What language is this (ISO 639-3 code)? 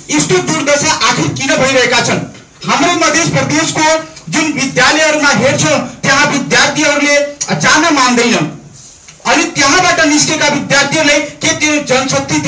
nep